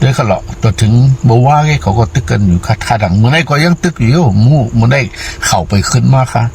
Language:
Shan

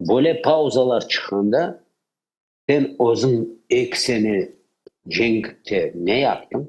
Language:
Crimean Tatar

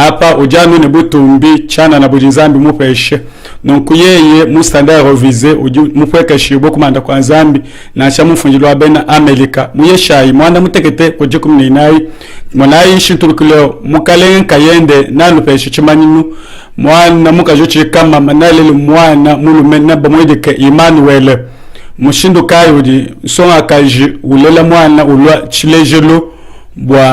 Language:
Luba-Lulua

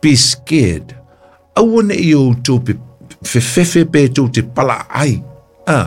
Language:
Samoan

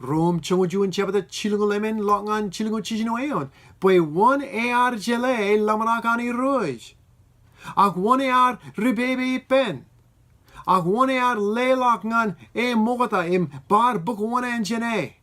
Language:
Marshallese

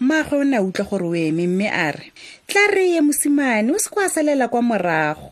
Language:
Tswana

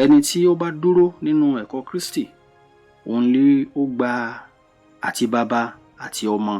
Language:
Yoruba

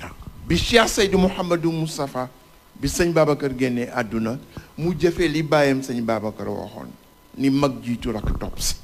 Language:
Wolof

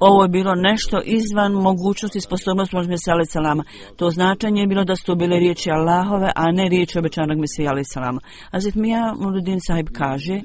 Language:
Bosnian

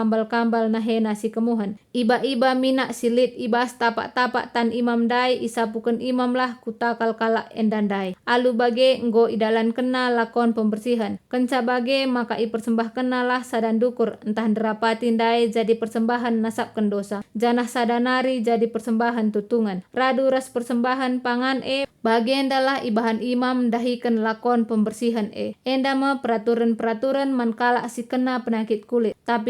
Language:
Batak Karo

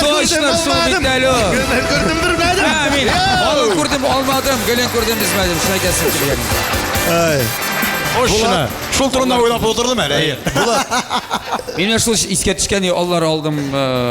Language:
Tatar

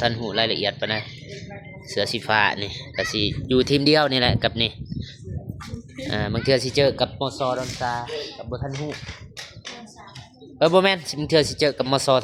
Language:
Lao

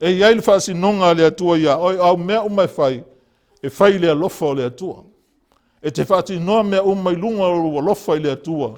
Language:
Samoan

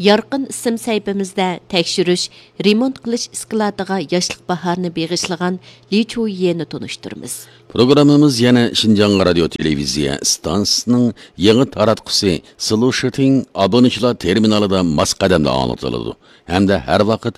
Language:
Uyghur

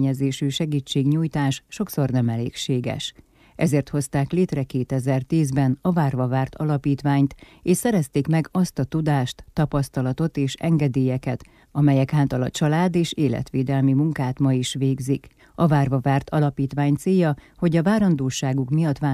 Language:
Hungarian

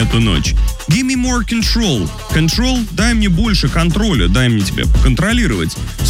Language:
Russian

